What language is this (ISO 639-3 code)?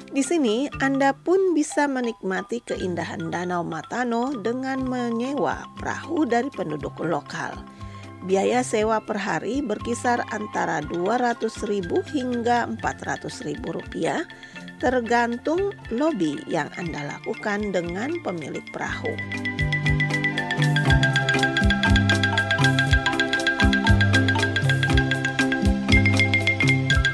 ind